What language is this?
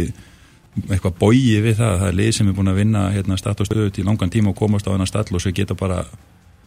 Icelandic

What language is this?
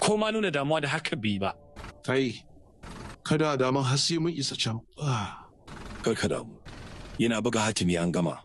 Hausa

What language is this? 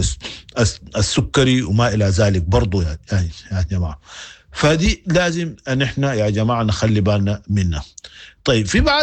Sudanese Arabic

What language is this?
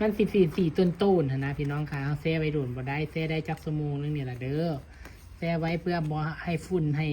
Northeastern Thai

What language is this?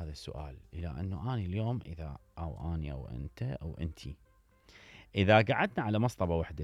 Mesopotamian Arabic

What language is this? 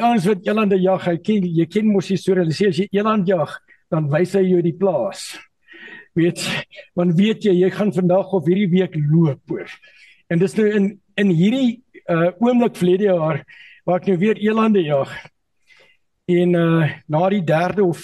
Afrikaans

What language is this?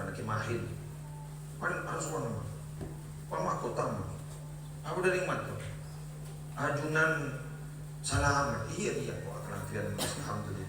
Madurese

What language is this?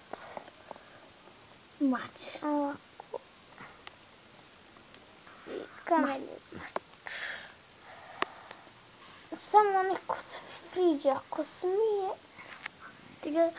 Bosnian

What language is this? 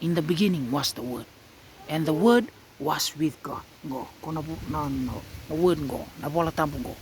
Fijian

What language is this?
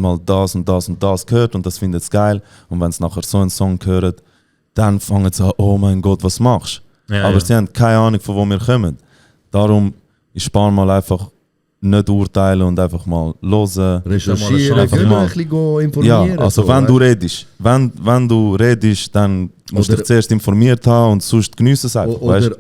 Swiss German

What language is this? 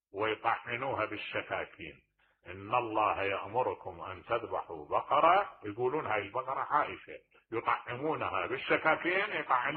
Mesopotamian Arabic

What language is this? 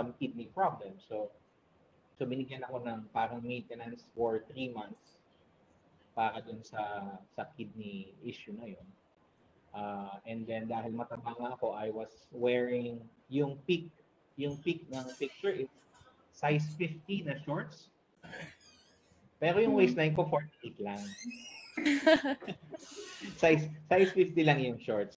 Filipino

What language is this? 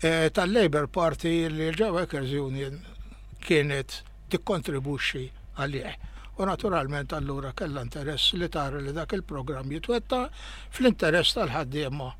Maltese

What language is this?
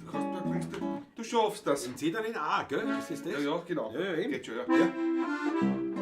Bavarian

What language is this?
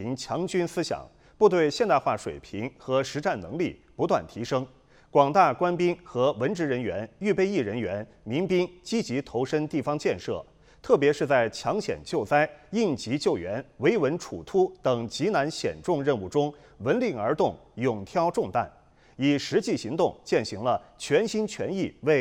Chinese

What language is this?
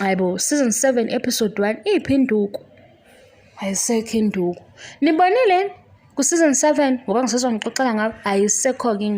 Zulu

